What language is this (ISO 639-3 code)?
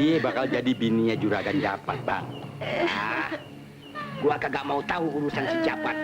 bew